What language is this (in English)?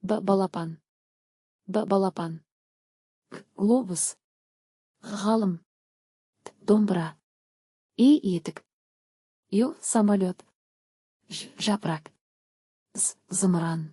Kazakh